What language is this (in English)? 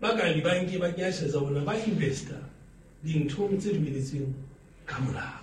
Southern Sotho